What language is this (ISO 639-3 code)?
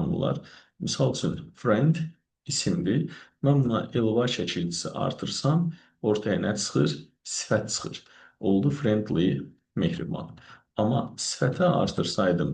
aze